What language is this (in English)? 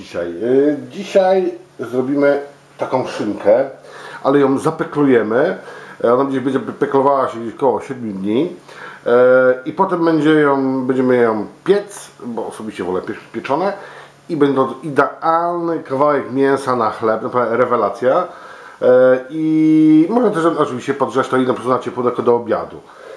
Polish